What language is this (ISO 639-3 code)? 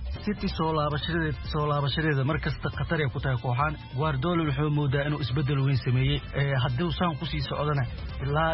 som